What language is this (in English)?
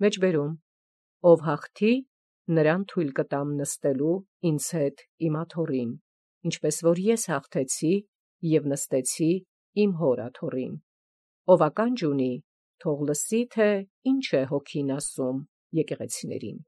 Armenian